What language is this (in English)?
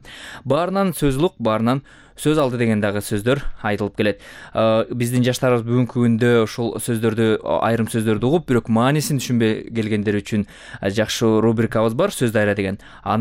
Kyrgyz